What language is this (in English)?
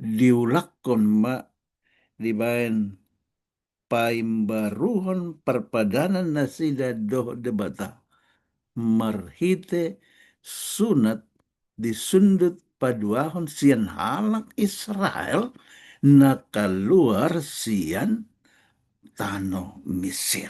Batak Toba